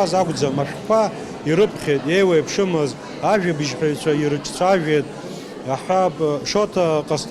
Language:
Abkhazian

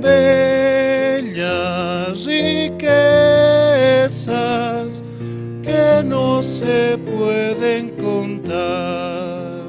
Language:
Aymara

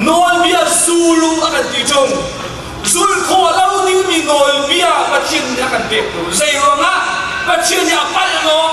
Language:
Hakha Chin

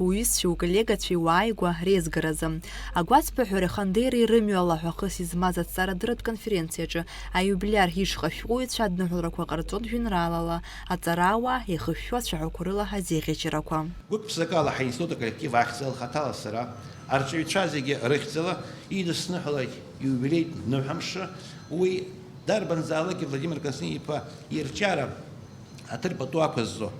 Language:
Abkhazian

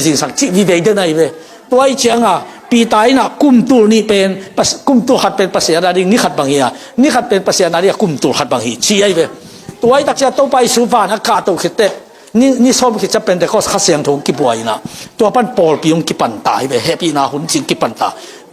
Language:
Tedim Chin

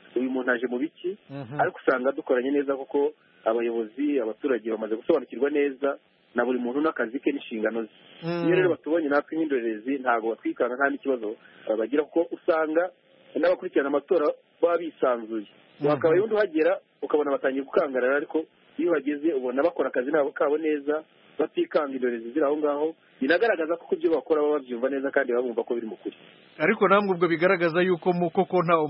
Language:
Kinyarwanda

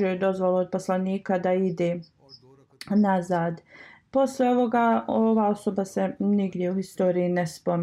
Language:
Bosnian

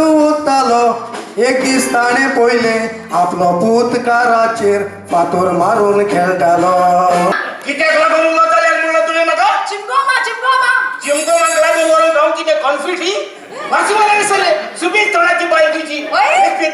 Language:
Konkani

